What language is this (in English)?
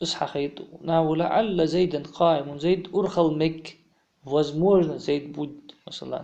Ingush